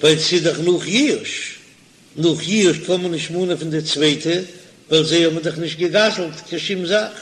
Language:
Yiddish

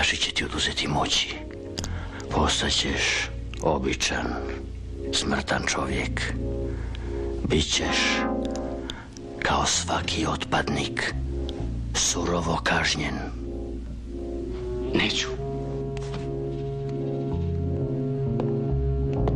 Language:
Croatian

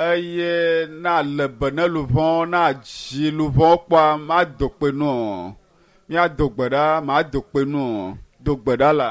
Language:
Ewe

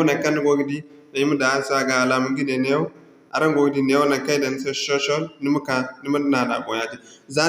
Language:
Zarma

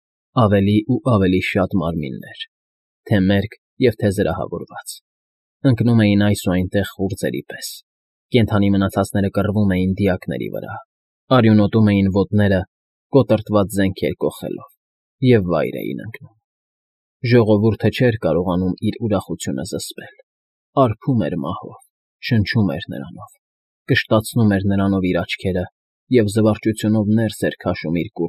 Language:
Armenian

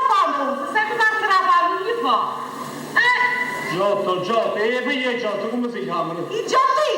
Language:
Neapolitan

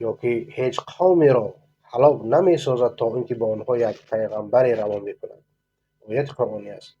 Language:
Persian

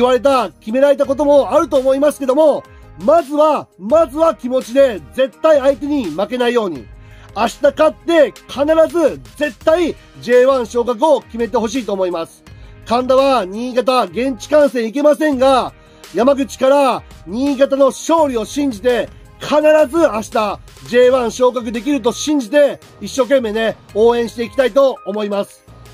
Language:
Japanese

